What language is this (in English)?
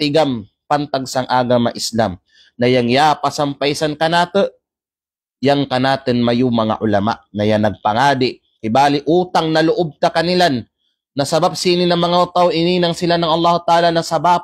Kalagan